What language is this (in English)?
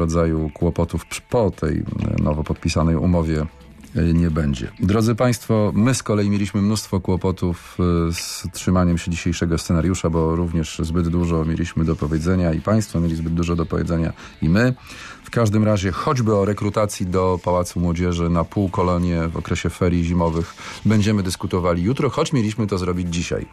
Polish